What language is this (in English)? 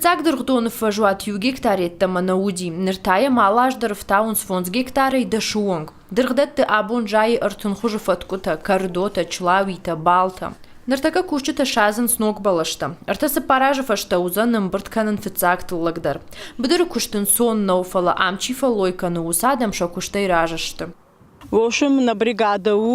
Ossetic